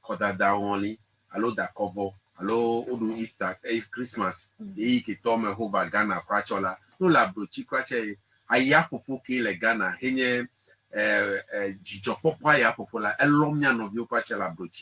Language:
Ewe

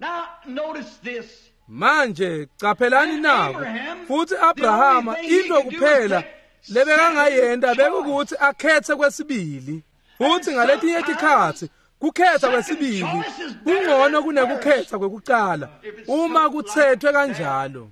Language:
Swati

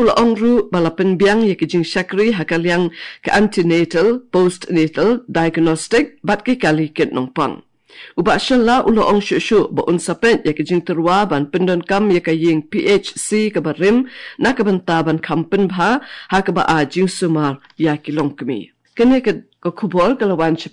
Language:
Khasi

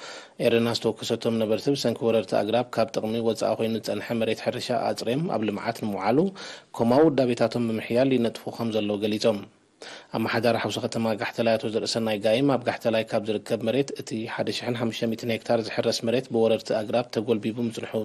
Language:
Tigrinya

